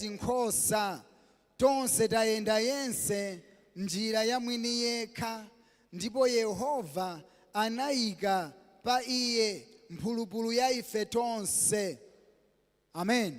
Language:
Nyanja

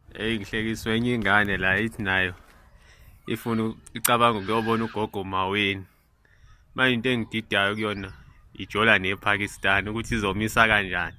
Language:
Zulu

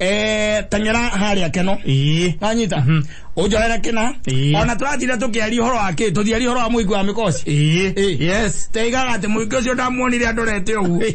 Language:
Kikuyu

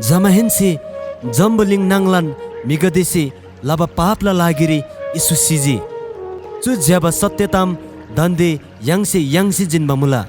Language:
Eastern Tamang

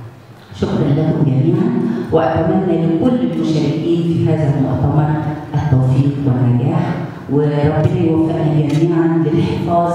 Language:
Arabic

